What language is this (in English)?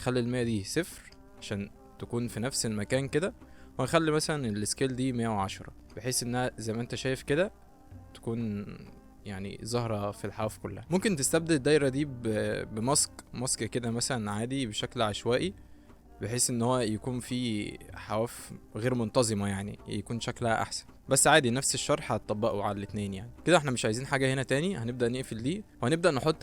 Egyptian Arabic